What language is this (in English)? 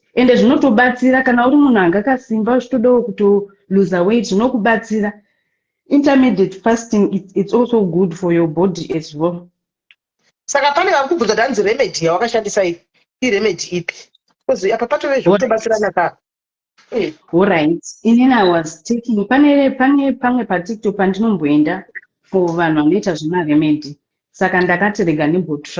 Shona